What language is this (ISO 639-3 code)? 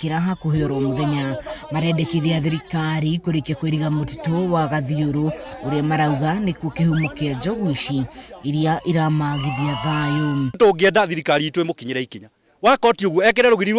kik